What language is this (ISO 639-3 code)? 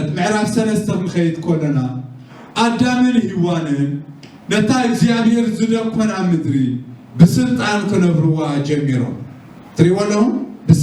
tir